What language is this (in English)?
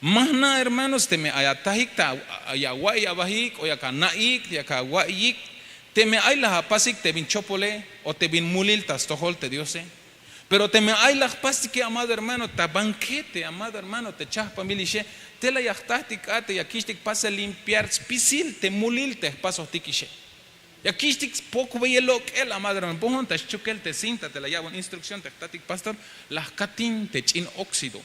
Tzeltal